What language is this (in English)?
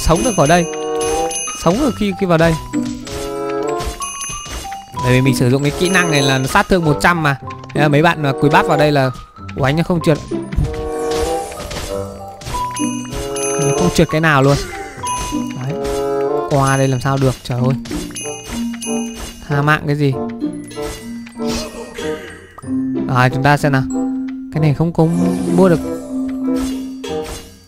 Vietnamese